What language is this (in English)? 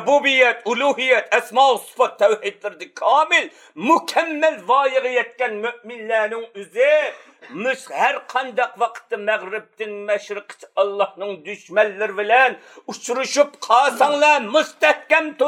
Uyghur